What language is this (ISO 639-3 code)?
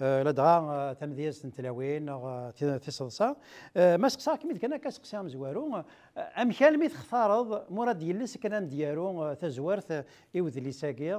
kab